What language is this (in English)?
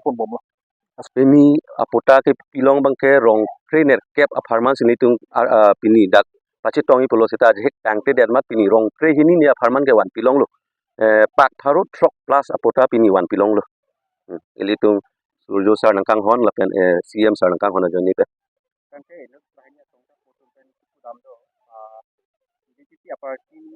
Karbi